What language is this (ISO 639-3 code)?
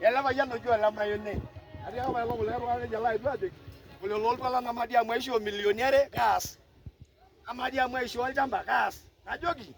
mas